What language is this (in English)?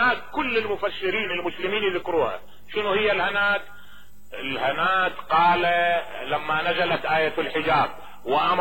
Mesopotamian Arabic